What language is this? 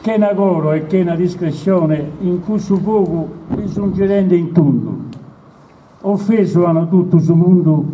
Sardinian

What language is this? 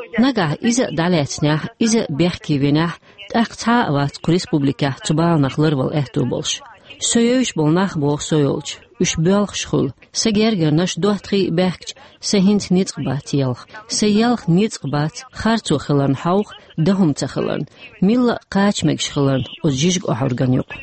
Chechen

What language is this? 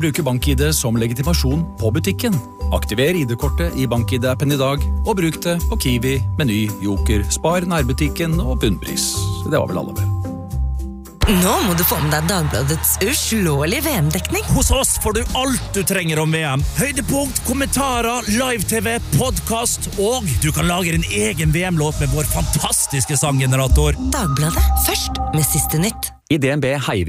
Norwegian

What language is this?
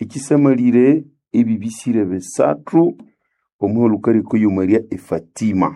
Nande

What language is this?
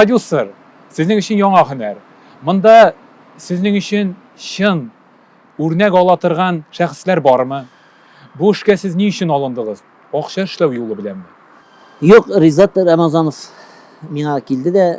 Tatar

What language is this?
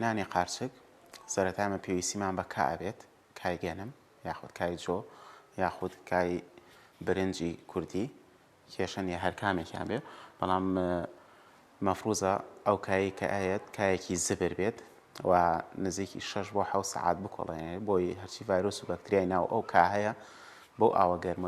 Central Kurdish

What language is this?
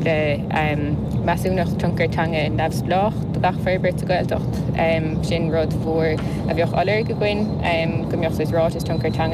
Irish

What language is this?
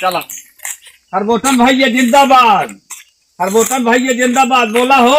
Awadhi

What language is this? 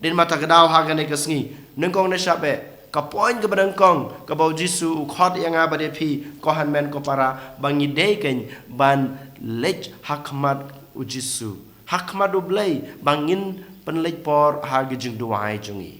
Khasi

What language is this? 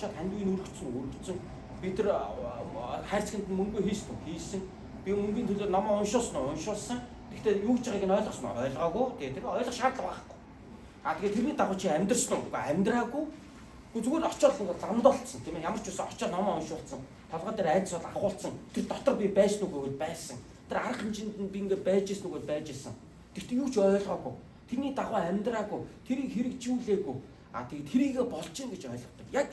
Mongolian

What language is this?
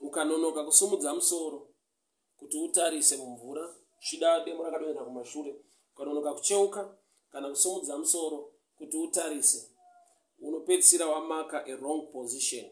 Shona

